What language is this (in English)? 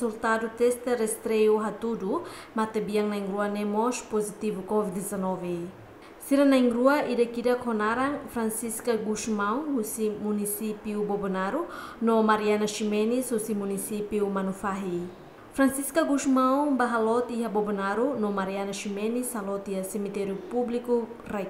Tetum